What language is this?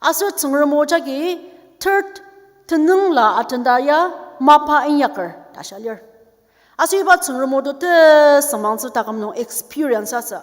Ao Naga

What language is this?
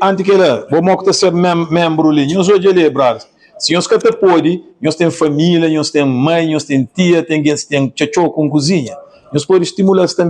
Kabuverdianu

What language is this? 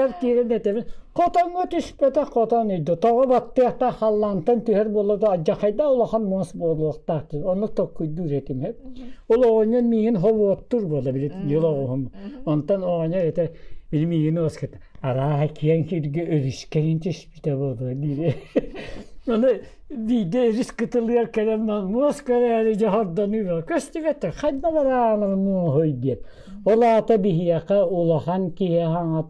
Yakut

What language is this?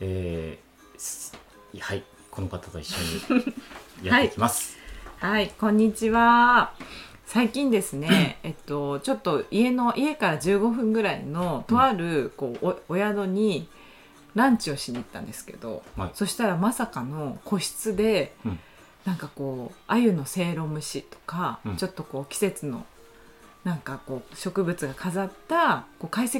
Japanese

